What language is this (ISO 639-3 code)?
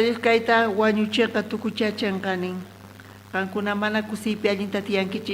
quh